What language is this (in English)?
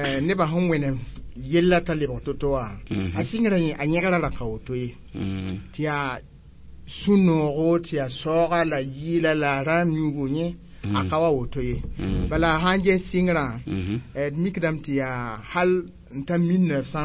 Mossi